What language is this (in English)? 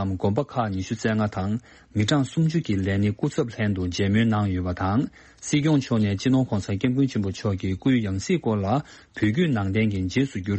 Tibetan